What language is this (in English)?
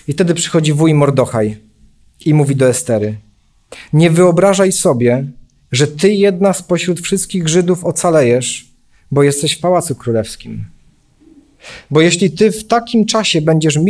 Polish